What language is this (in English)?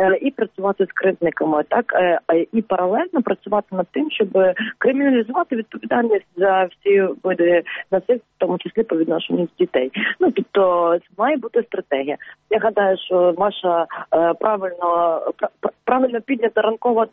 Ukrainian